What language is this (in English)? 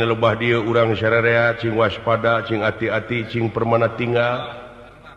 Sundanese